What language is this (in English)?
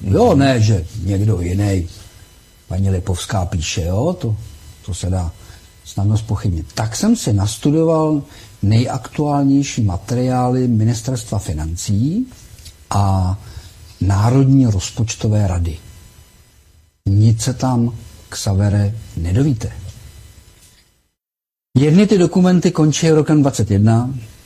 Czech